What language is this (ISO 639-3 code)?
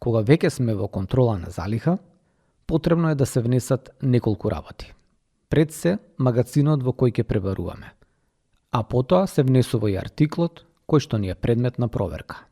mkd